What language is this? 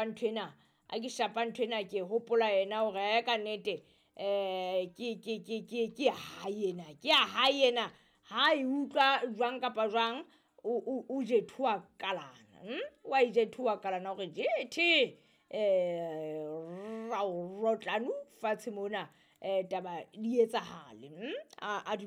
Southern Sotho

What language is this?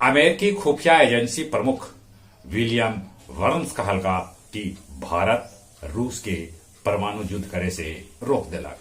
Magahi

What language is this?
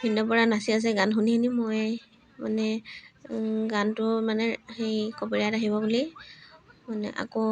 Assamese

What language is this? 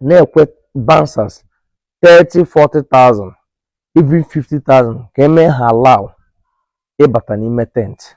Igbo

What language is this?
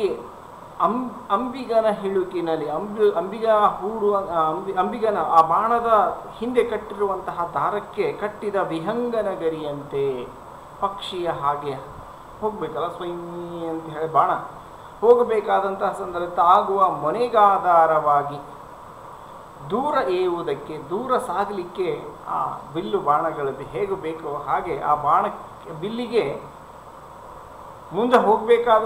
Kannada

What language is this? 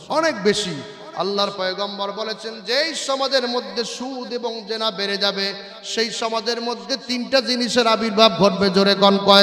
Bangla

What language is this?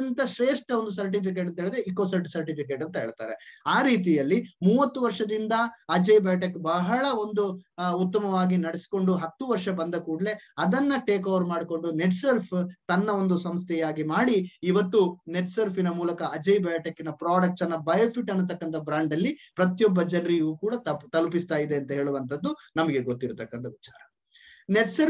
Kannada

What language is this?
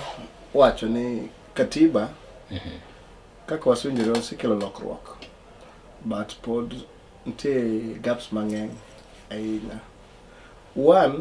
Luo (Kenya and Tanzania)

